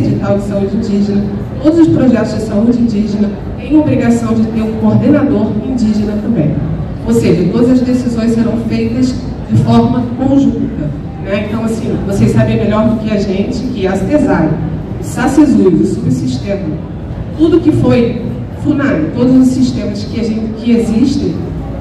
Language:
Portuguese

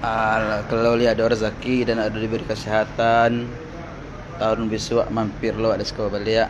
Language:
Minangkabau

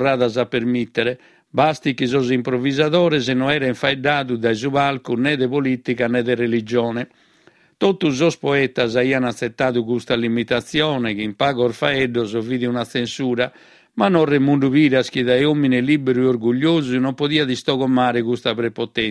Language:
Sardinian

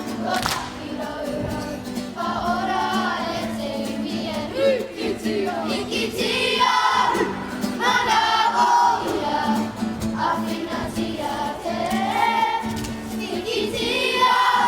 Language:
Māori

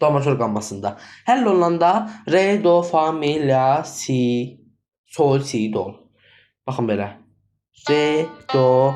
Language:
Azerbaijani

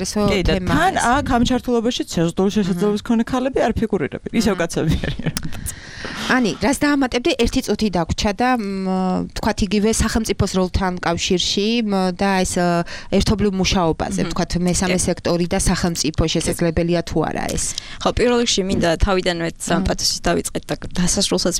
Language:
Georgian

